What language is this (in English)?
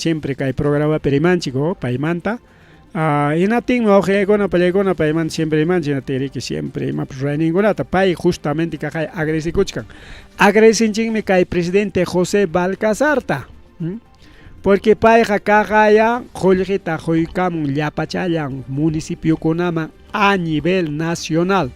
Ayacucho Quechua